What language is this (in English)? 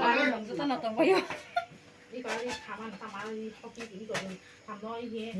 Kok Borok